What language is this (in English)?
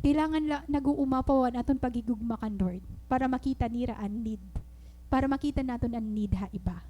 Waray